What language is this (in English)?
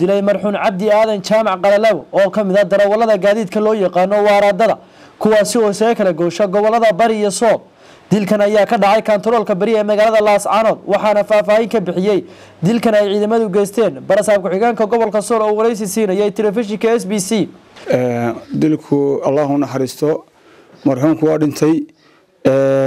Somali